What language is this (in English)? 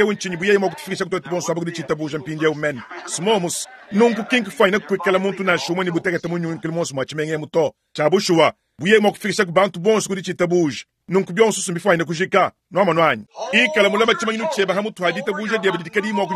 Luba-Lulua